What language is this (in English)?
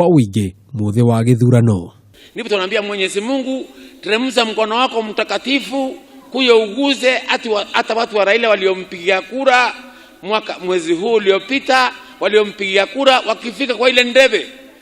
Kikuyu